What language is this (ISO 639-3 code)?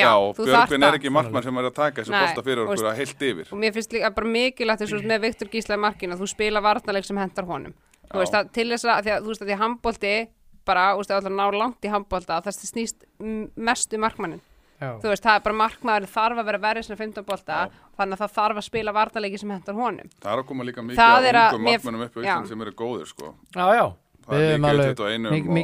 isl